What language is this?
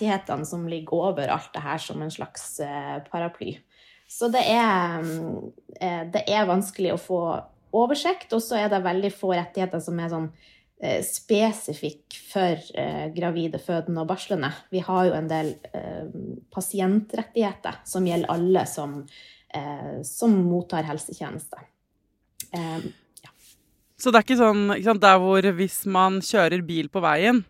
Norwegian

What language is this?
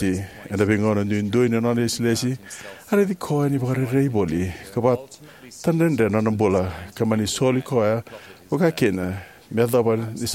Fijian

